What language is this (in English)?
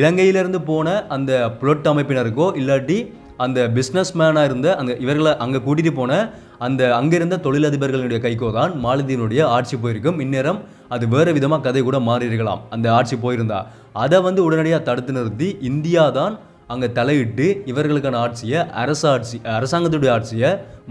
Tamil